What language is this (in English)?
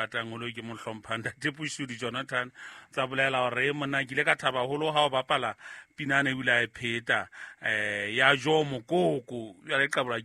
Southern Sotho